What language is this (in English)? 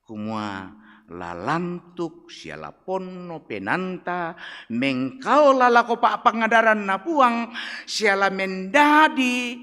Toraja-Sa'dan